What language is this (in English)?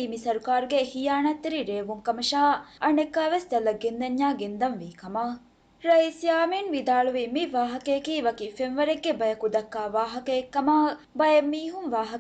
Divehi